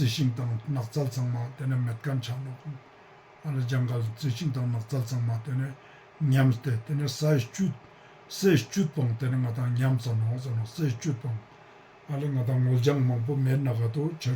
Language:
Ladakhi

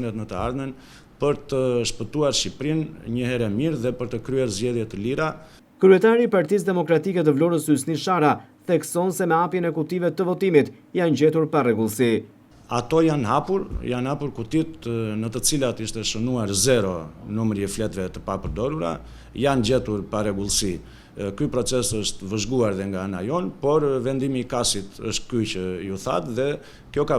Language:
Albanian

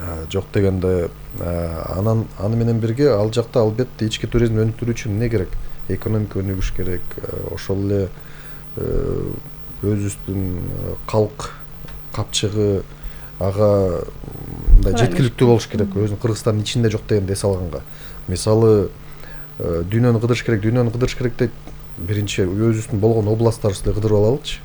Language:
Kyrgyz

